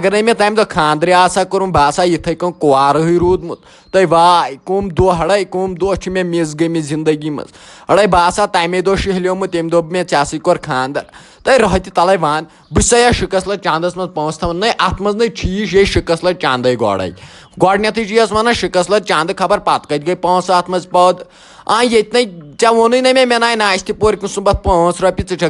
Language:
Kashmiri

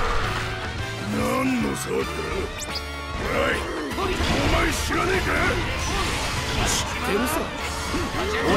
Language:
Japanese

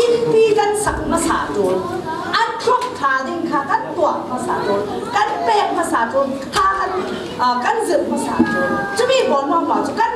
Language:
Falam Chin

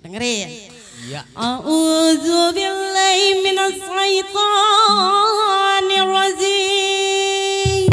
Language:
Betawi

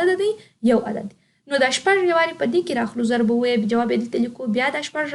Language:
Pashto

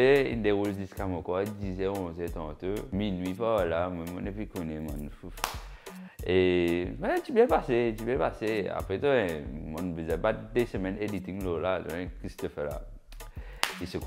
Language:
Morisyen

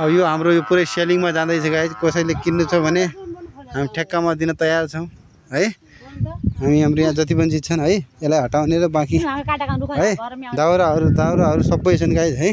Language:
Nepali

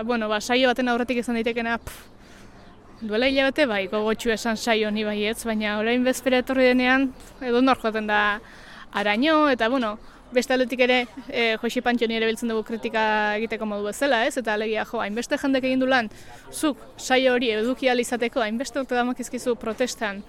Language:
Basque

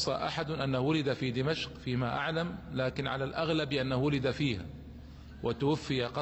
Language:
Arabic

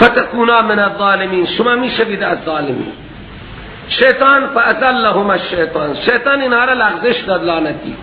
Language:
Persian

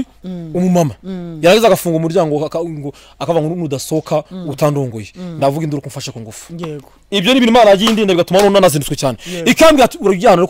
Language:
Kinyarwanda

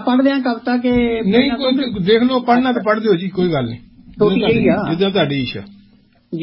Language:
Punjabi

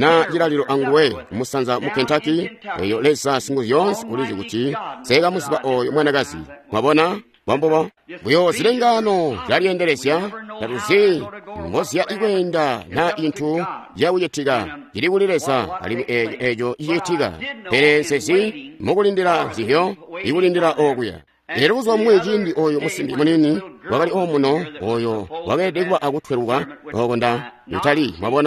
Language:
Tonga (Zambia)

